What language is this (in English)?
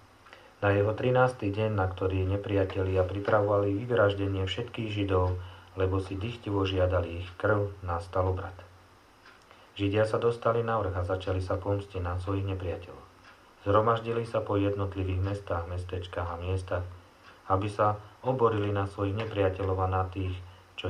Slovak